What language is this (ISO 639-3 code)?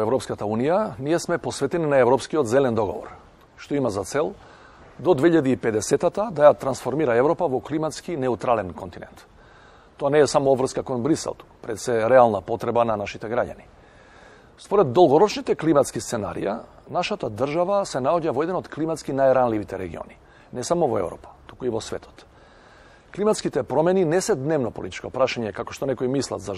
mkd